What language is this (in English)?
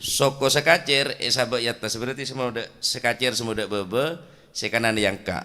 Madurese